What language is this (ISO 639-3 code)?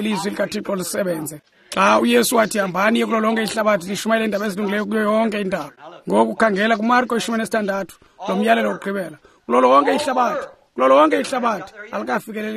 xho